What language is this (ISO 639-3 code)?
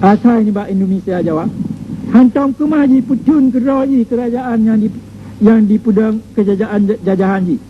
ace